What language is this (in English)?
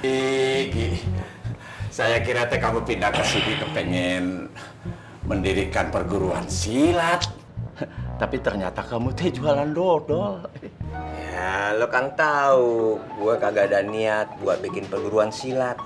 Betawi